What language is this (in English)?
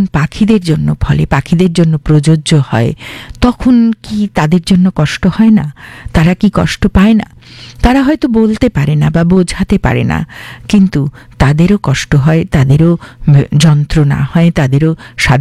Bangla